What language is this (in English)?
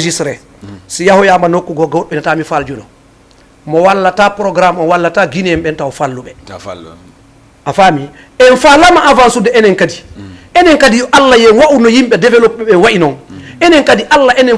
Fula